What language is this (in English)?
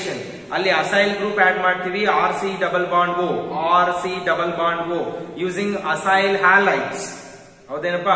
Kannada